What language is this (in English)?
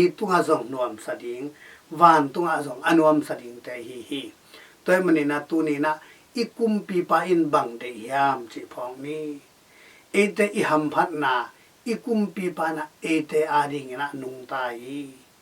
Tedim Chin